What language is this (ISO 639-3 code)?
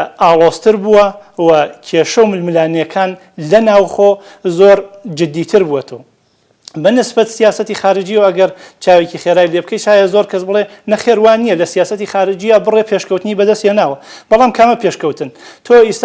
ckb